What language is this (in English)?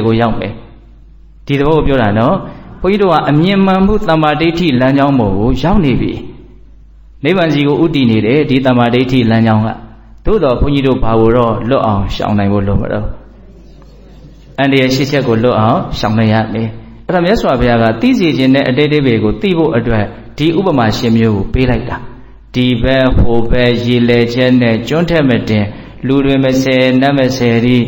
Burmese